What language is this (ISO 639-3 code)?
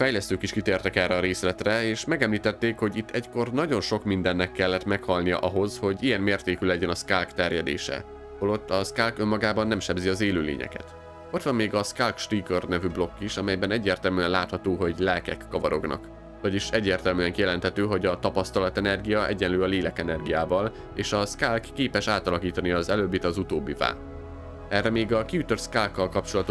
hun